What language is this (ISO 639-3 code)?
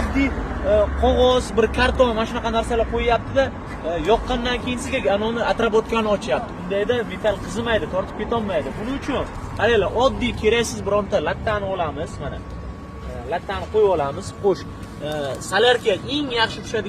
uzb